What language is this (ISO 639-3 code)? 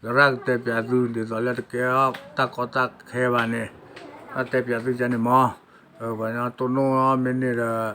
ksw